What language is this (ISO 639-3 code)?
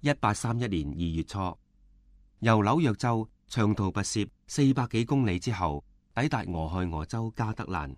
yue